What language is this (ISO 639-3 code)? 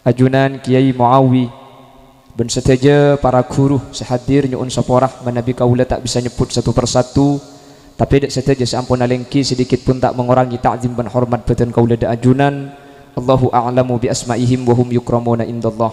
mad